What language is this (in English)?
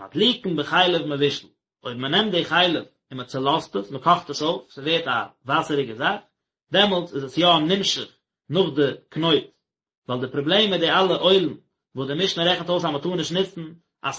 Yiddish